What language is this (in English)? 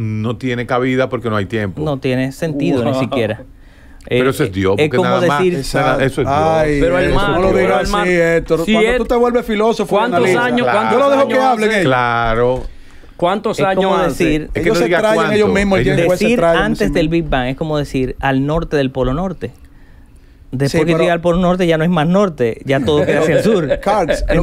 Spanish